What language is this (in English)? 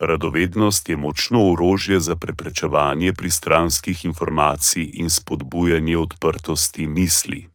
Slovenian